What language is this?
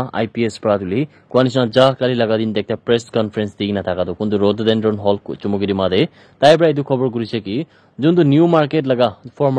Naga Pidgin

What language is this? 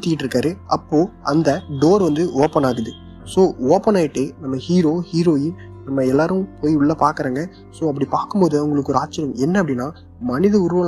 Tamil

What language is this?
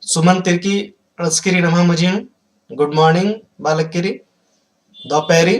Kurukh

